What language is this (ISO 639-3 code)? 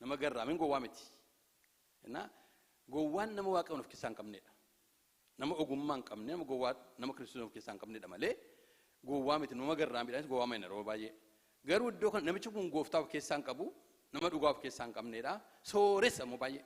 orm